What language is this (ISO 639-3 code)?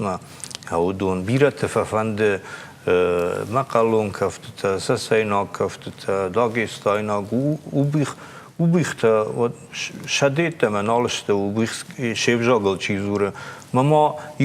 oss